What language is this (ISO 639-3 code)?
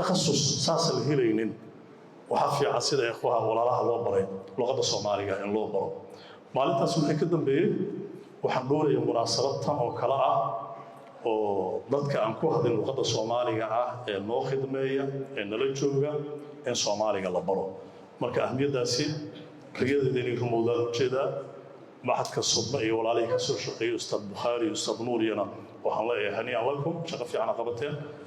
som